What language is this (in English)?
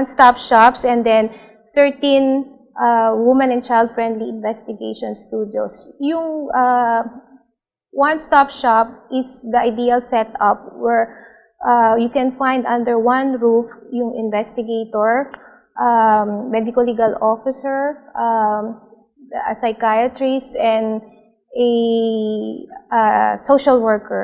Filipino